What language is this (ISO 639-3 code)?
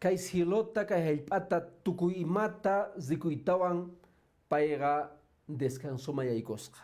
que